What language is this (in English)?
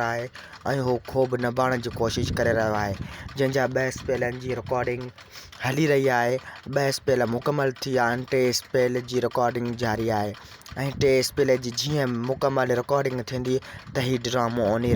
Sindhi